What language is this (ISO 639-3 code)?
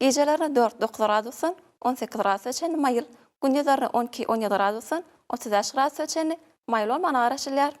tuk